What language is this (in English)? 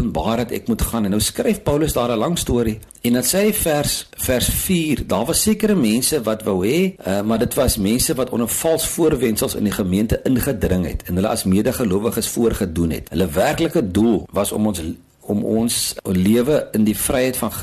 Afrikaans